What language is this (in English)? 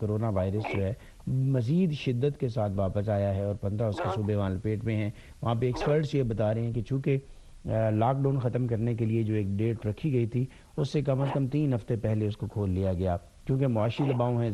Urdu